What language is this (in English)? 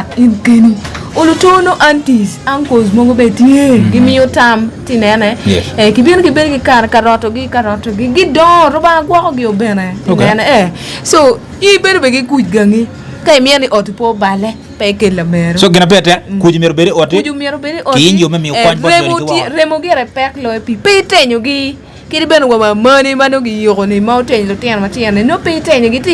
Acoli